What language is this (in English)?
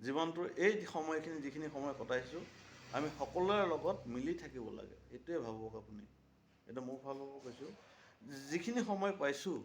Assamese